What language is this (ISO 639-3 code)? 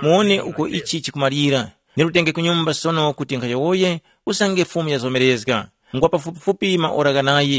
tum